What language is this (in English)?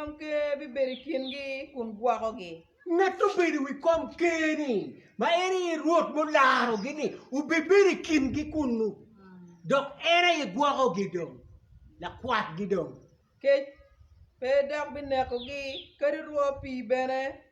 Acoli